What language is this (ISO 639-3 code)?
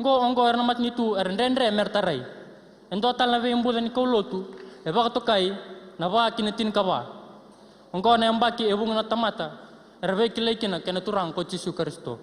fij